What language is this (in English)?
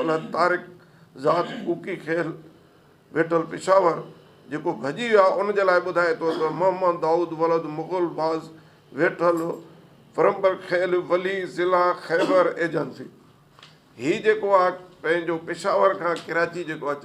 Sindhi